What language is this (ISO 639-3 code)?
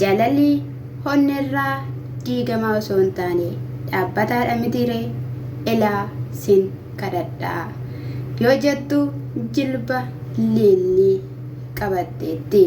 orm